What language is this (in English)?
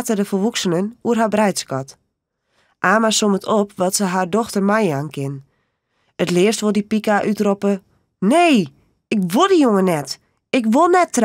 Western Frisian